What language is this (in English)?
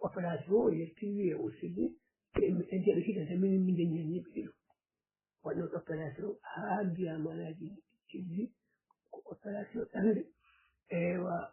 Fula